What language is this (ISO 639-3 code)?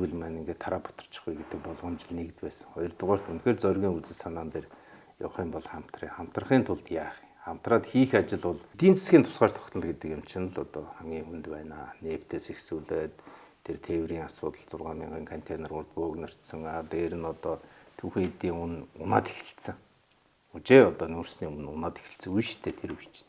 mon